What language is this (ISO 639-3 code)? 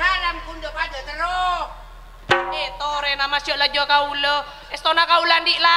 mad